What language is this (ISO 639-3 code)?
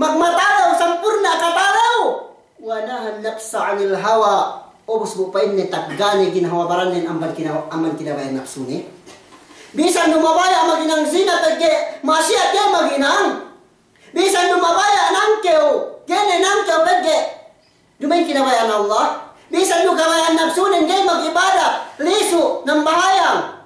yka